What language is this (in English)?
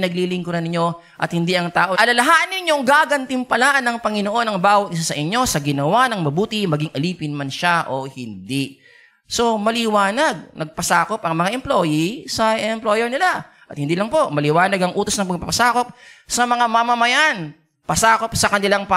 Filipino